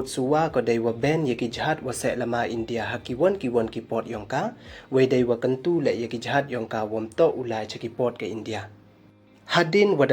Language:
Pnar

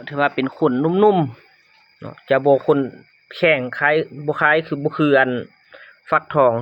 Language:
Lao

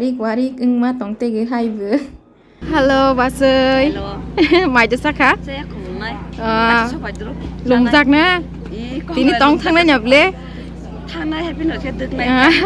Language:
Kok Borok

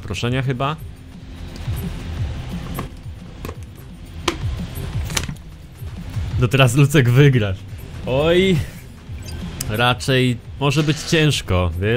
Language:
Polish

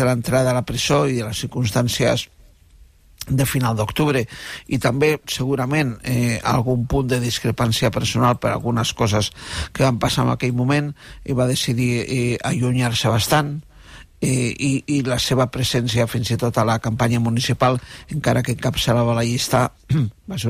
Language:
Catalan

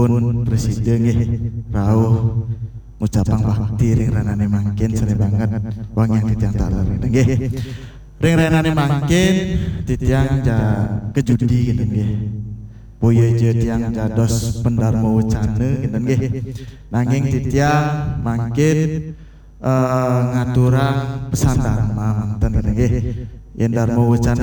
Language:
Balinese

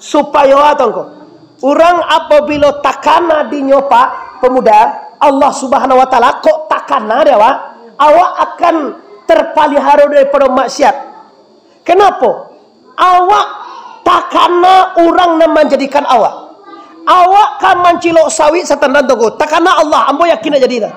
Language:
Minangkabau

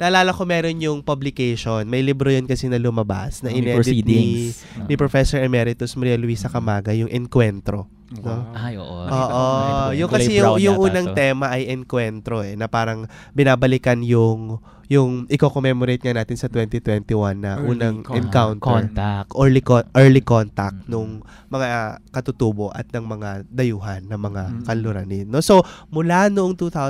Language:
Filipino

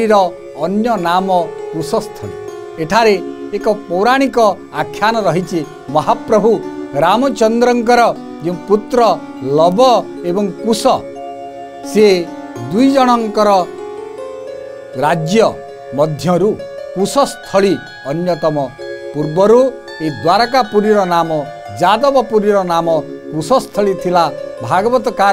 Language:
Odia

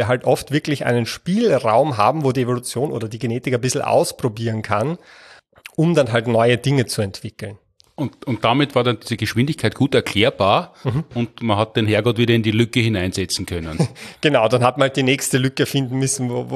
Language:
German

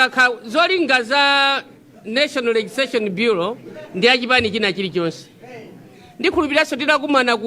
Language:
Nyanja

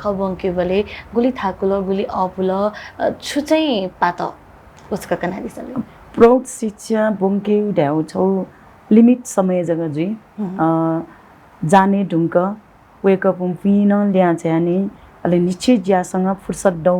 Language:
Newari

